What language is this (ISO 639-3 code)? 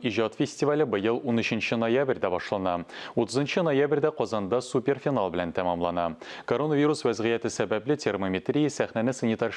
tat